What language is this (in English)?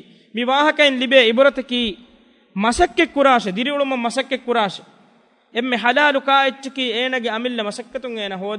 Divehi